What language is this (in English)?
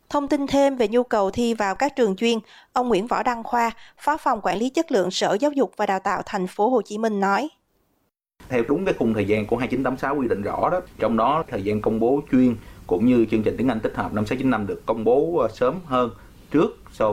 Vietnamese